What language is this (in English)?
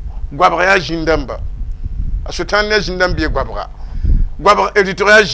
Mossi